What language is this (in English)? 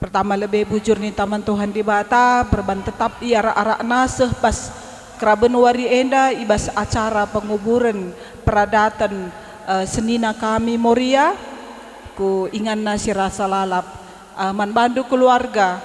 Batak Karo